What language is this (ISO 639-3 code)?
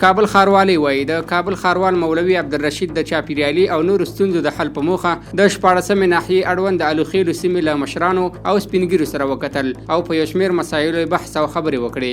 pus